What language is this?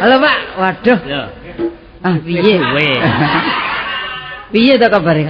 Javanese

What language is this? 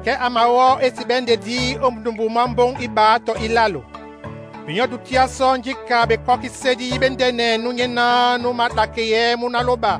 Duala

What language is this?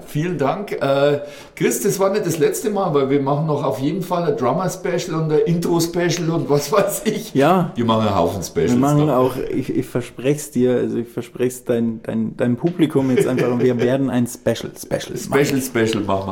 German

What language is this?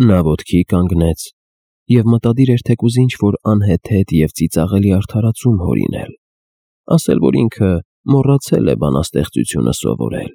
Armenian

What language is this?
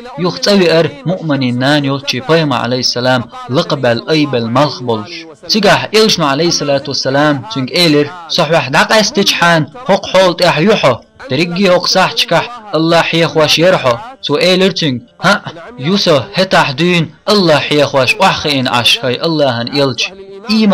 Chechen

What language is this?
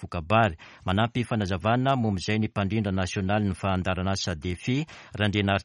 Malagasy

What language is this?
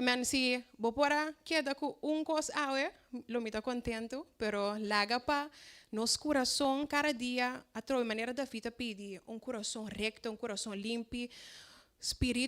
Papiamento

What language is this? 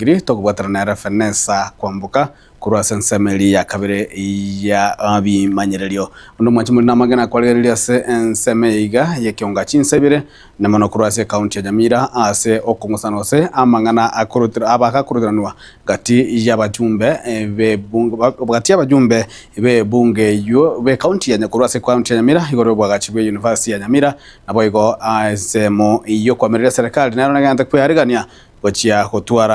Gusii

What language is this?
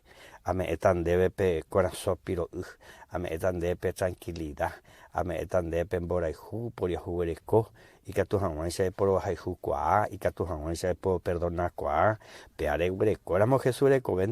Guarani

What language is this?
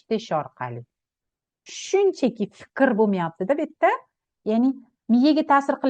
Uzbek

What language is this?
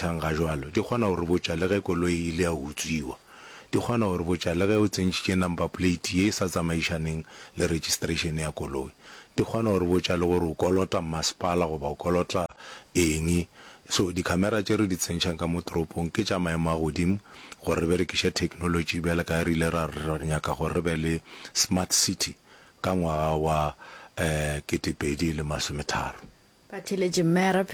Northern Sotho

